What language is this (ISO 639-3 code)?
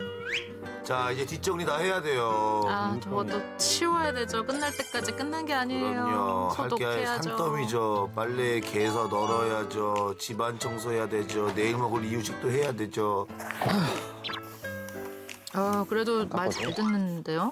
kor